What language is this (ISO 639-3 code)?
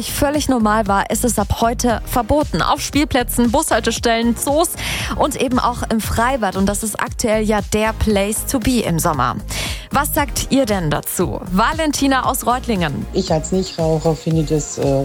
deu